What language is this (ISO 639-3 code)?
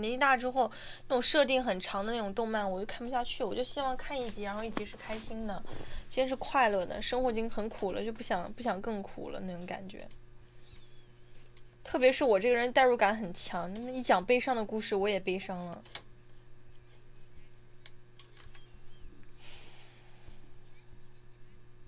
zho